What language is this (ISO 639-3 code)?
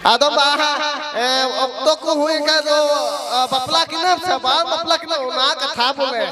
sat